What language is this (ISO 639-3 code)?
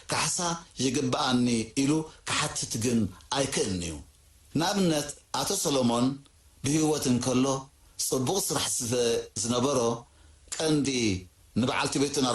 tir